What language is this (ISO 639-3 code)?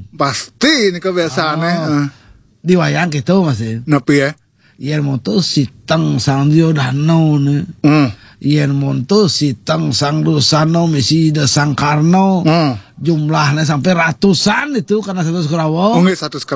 ban